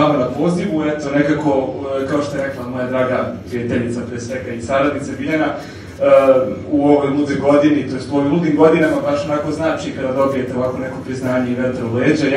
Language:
Serbian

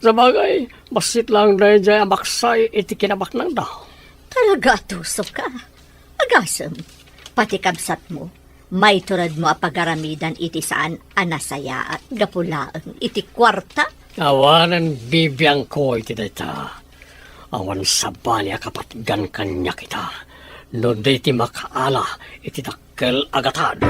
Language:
Iloko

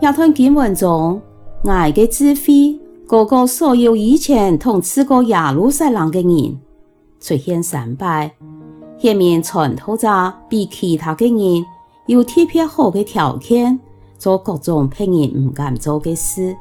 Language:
Hakka Chinese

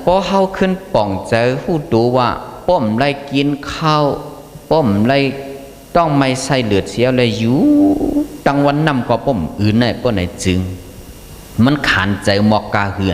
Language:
Shan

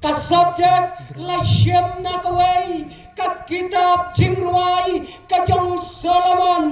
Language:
Khasi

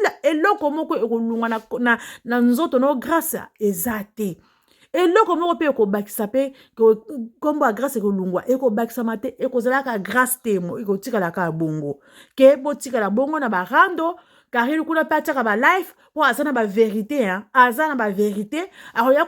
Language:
Lingala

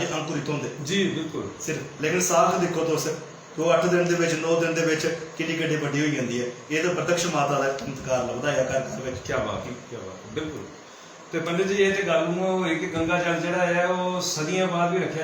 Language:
Dogri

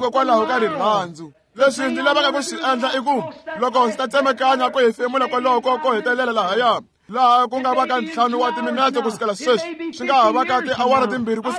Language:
Tsonga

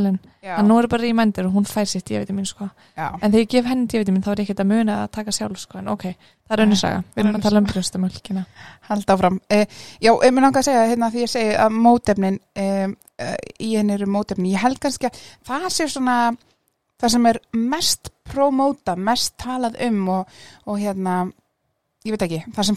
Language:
Icelandic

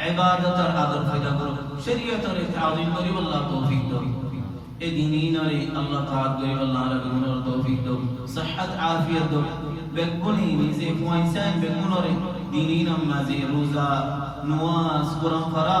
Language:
Rohingya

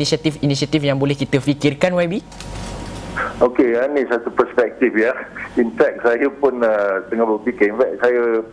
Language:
Malay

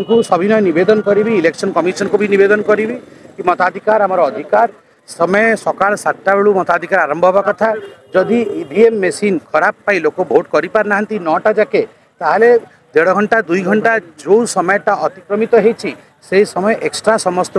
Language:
Odia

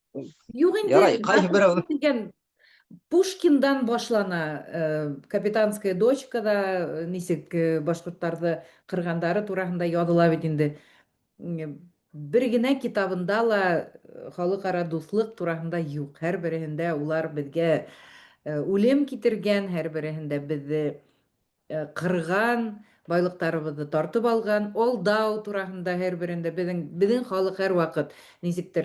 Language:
Bashkir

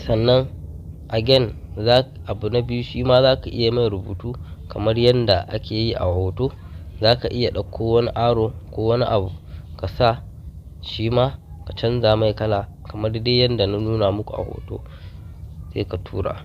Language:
Hausa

